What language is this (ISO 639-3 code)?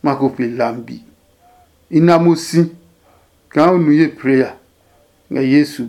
ada